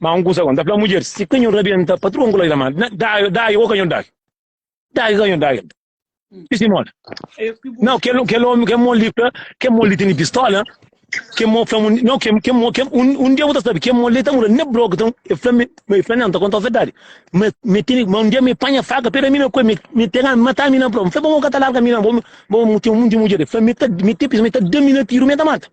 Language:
Kabuverdianu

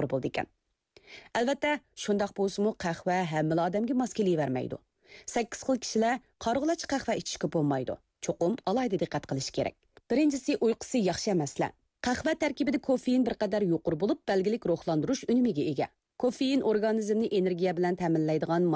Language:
Uyghur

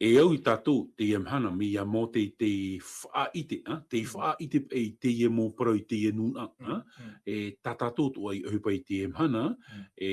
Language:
Tahitian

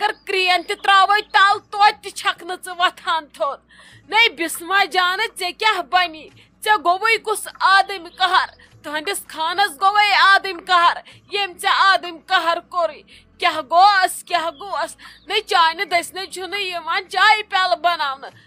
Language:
Kashmiri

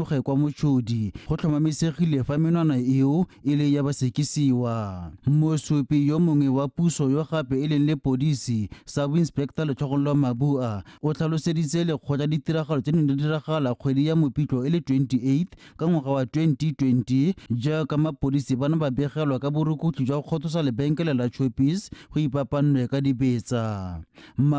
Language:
Tswana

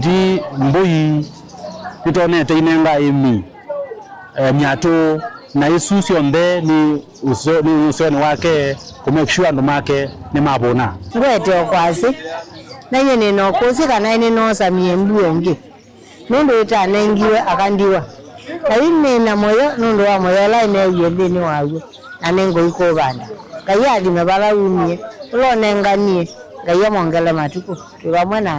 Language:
Kamba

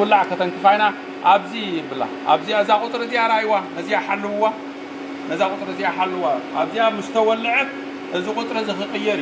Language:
Tigrinya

